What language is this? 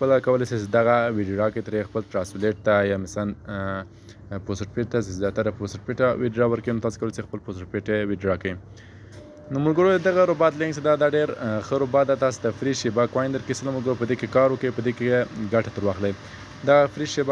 Pashto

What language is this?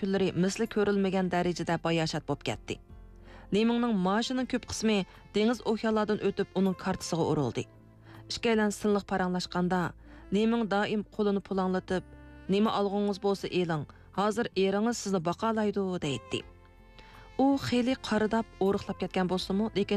Uyghur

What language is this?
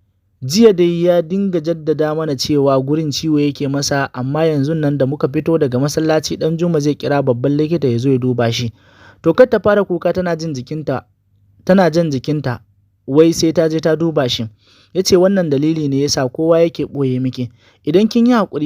Hausa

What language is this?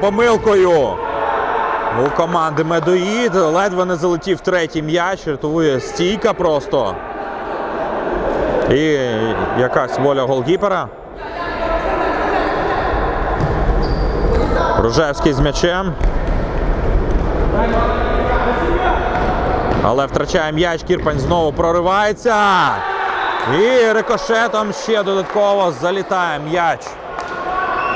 Ukrainian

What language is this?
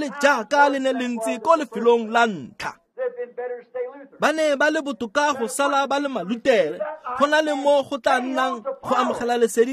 Tswana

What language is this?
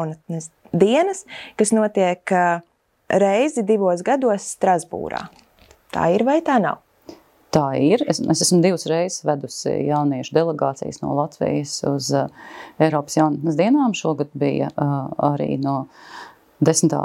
Latvian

